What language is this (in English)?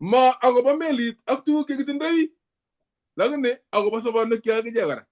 Kalenjin